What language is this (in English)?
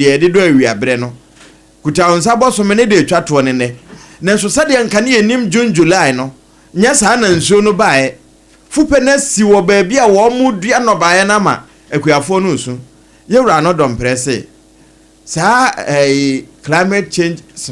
Akan